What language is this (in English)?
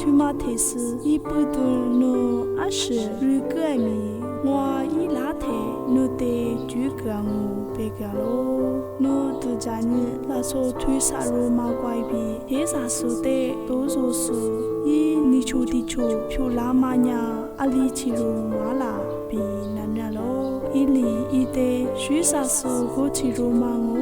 Lisu